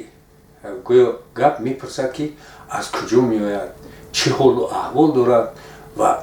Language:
Tajik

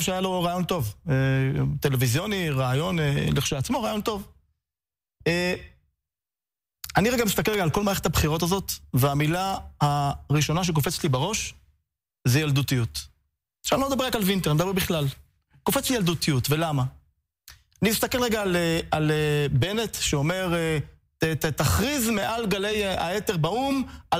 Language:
Hebrew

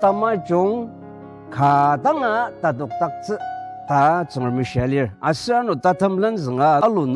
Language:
Ao Naga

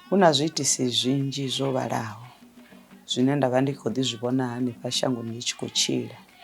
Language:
Venda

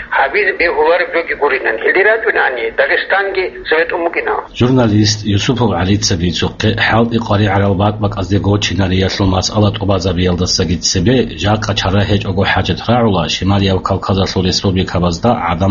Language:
Avaric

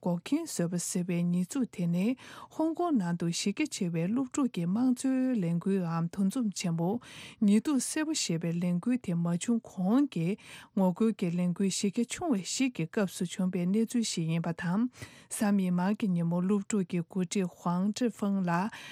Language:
Tibetan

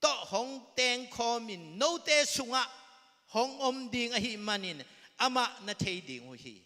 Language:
Tedim Chin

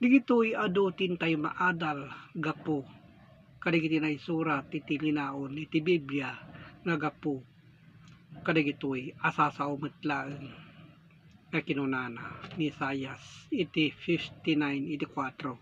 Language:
Iloko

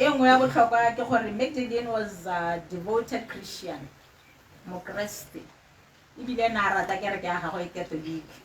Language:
Tswana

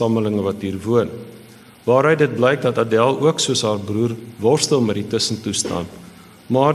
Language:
Afrikaans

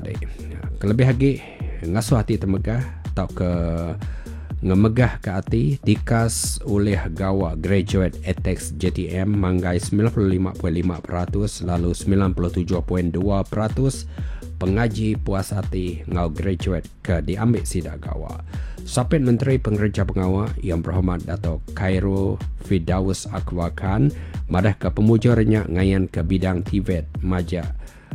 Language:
Iban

